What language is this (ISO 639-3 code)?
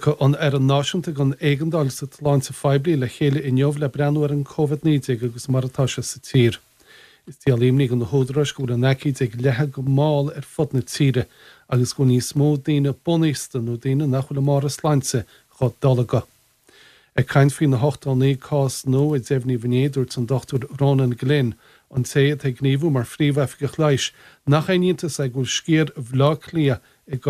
gle